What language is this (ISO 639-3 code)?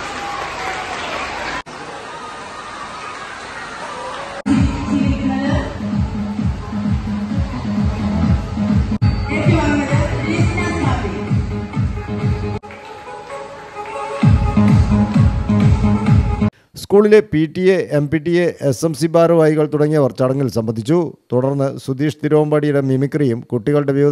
mal